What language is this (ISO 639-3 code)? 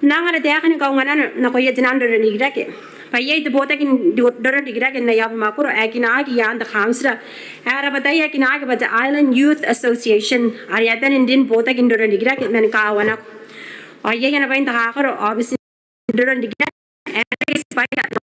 gil